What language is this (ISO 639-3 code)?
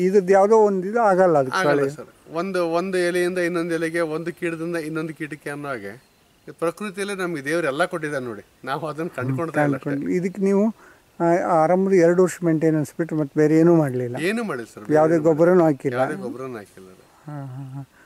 kan